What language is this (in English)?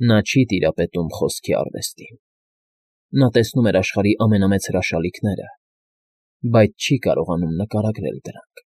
Armenian